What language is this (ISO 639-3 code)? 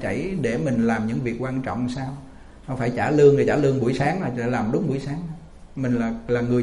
vie